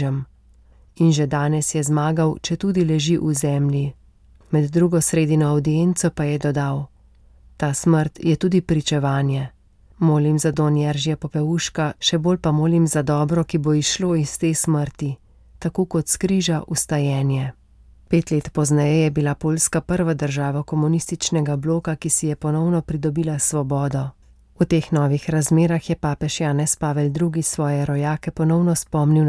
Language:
Slovenian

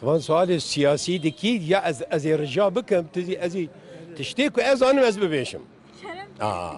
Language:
Kurdish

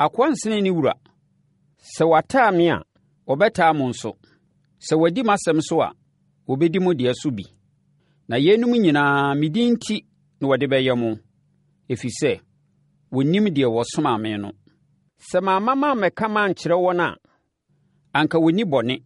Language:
Akan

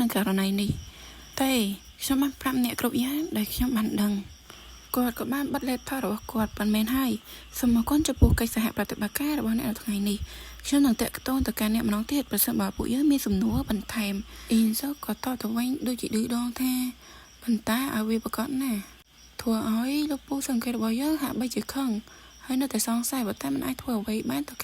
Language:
Khmer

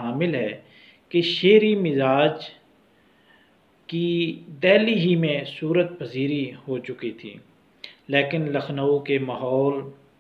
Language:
Urdu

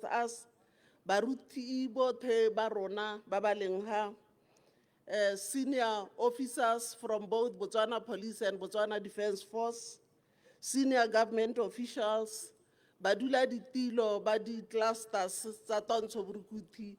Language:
Tswana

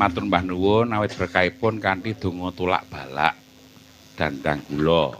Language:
Javanese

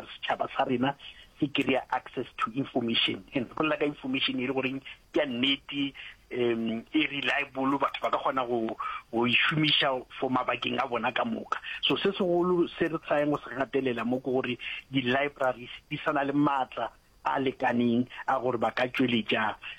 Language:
Northern Sotho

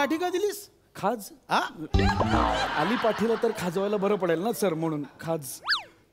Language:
Marathi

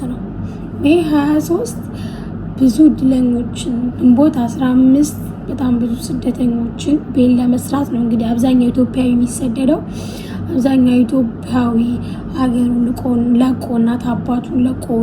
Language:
Amharic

